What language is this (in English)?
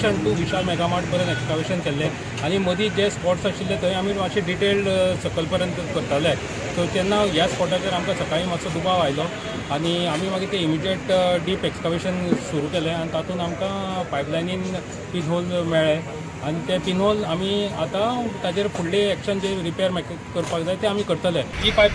Konkani